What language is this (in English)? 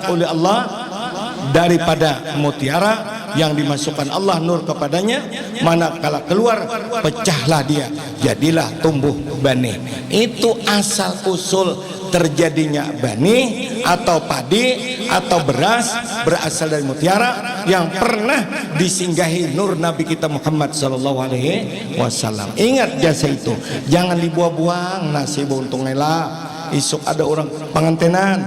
Banjar